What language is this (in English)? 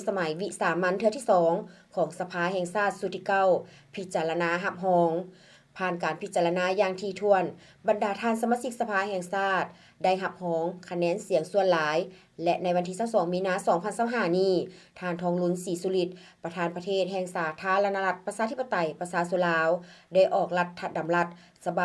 Lao